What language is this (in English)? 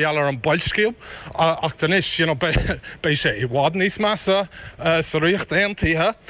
Irish